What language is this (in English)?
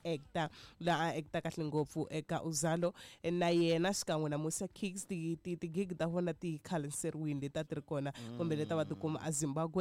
Tsonga